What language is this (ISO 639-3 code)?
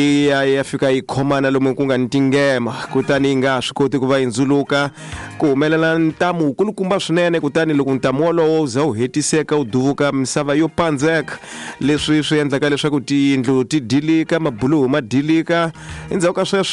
tso